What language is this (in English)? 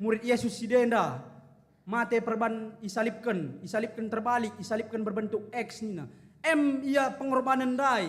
Batak Karo